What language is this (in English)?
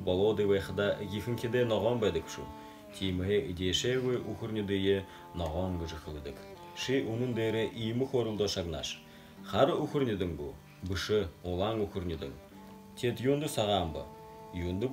Buriat